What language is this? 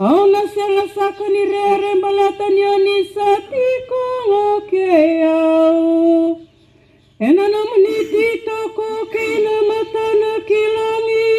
Fijian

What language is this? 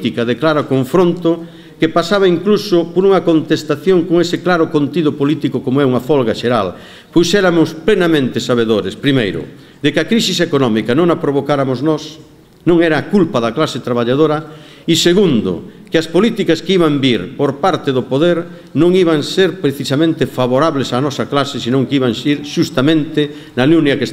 Galician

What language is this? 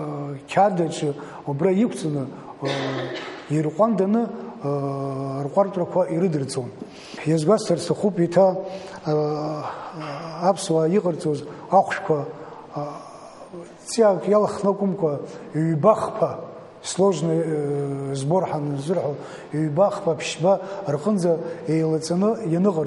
Abkhazian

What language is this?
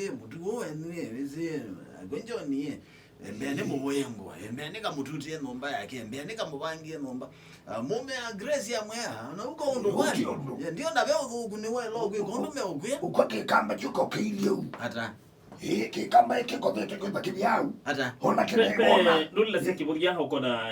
Kamba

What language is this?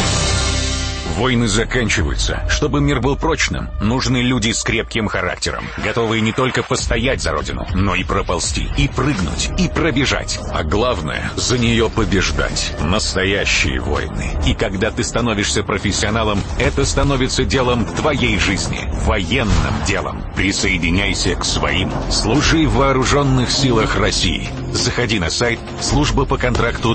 Russian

